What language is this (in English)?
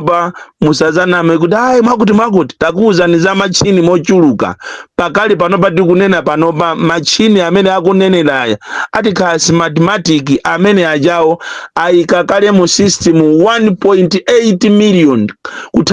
Nyanja